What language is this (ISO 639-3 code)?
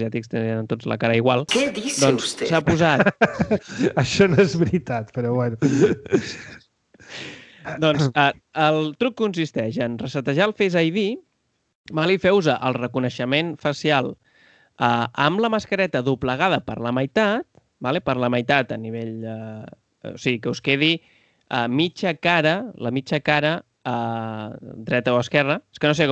cat